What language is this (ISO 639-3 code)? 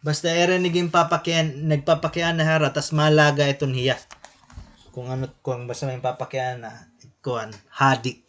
war